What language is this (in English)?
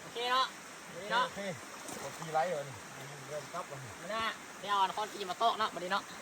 Lao